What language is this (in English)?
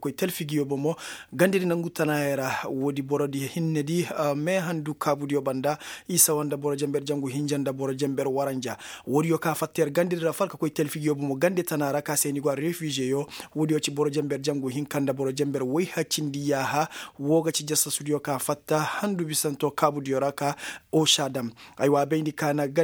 Koyraboro Senni